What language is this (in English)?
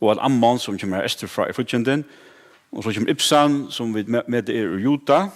Faroese